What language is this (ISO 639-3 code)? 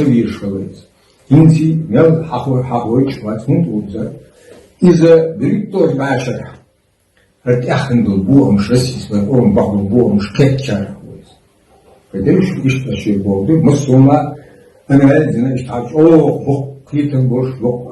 che